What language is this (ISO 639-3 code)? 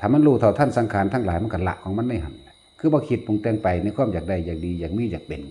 lao